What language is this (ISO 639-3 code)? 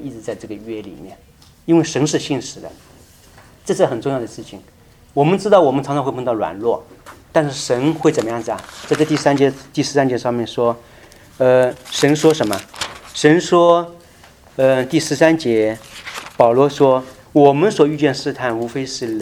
zho